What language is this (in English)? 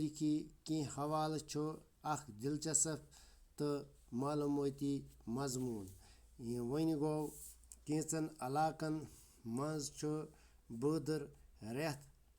Kashmiri